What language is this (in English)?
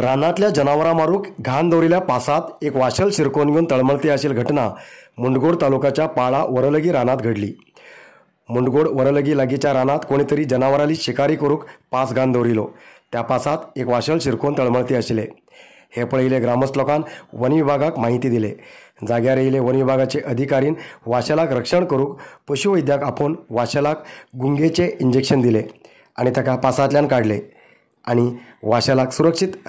Konkani